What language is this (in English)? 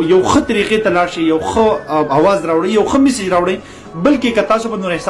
Pashto